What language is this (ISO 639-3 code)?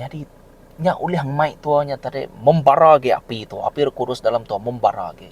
iba